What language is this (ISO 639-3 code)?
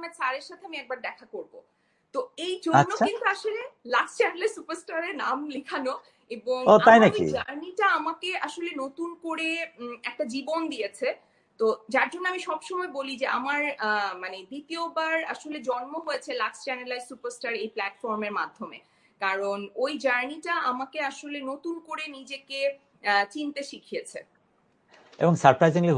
ben